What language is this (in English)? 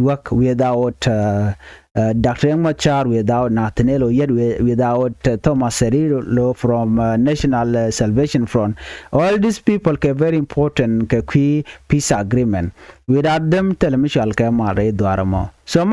Nuer